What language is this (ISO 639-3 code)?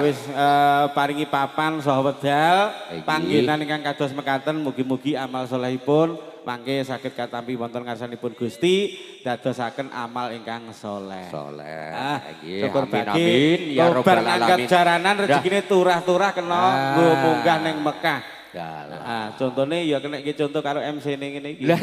jav